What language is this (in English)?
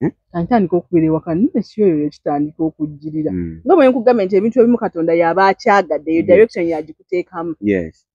Ganda